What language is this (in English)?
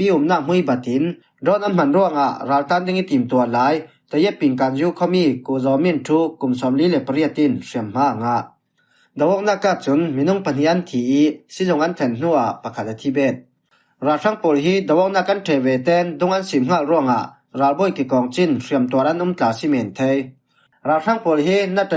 Falam Chin